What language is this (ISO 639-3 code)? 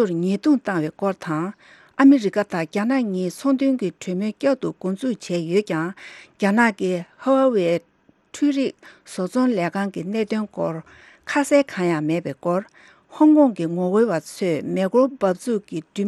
bod